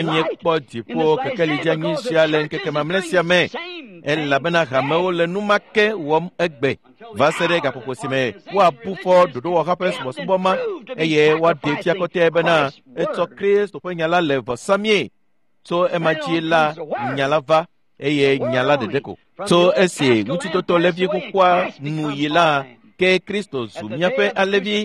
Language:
Ewe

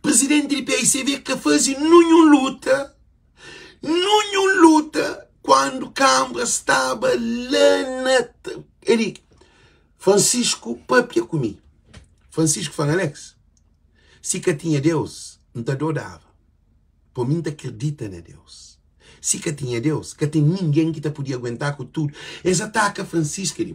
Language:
Kabuverdianu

